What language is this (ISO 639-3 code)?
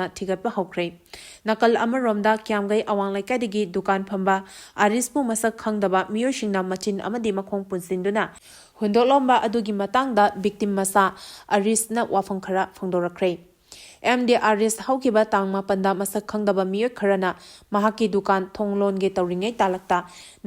mni